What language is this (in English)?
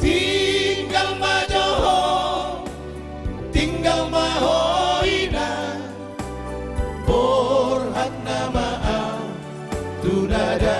Batak Toba